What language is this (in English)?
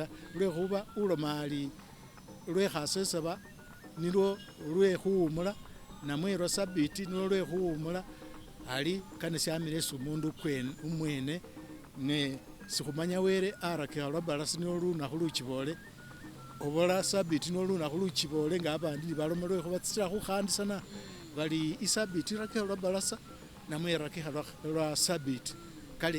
Masaaba